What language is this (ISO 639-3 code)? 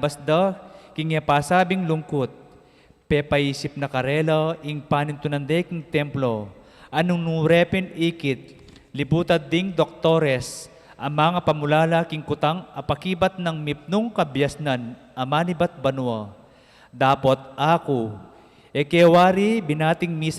pam